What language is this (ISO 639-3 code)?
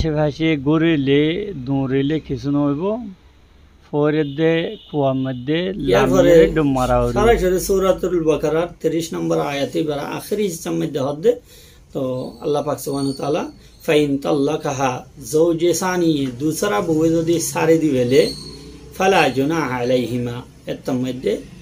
rhg